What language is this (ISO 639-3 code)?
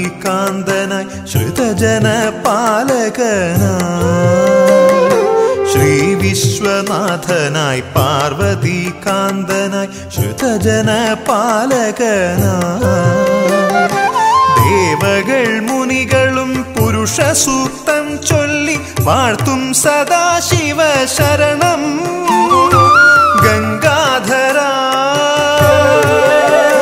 mal